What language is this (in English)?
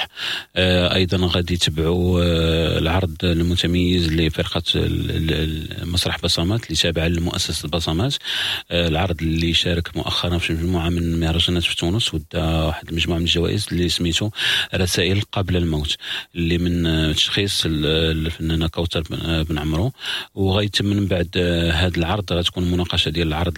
Moroccan Arabic